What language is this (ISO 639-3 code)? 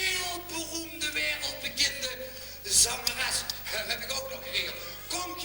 lim